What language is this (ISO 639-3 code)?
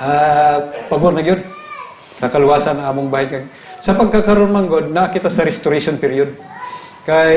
ceb